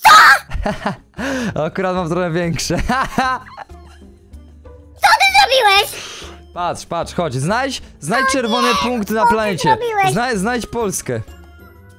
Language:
Polish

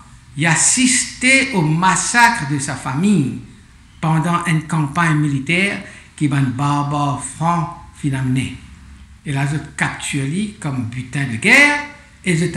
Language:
Morisyen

